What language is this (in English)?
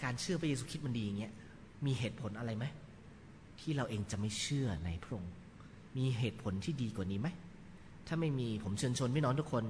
Thai